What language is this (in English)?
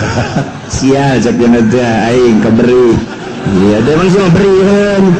Sundanese